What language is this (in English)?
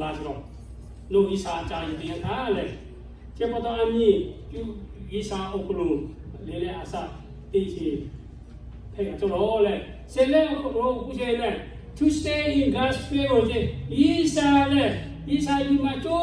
Lahu